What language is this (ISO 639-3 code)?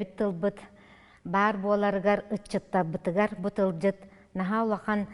sah